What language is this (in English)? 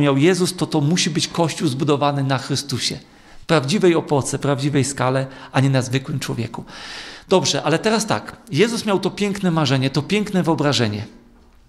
Polish